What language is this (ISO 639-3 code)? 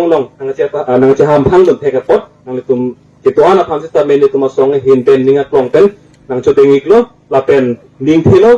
mjw